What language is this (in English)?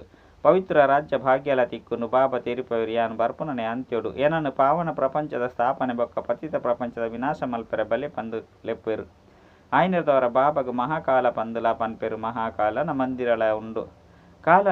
Tulu